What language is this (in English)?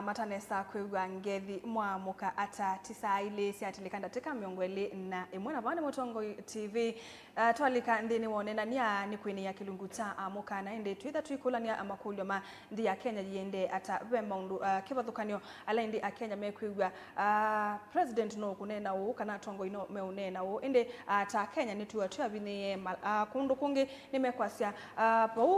Kamba